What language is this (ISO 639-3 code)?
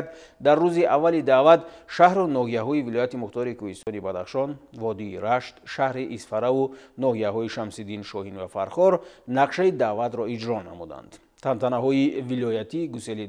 tgk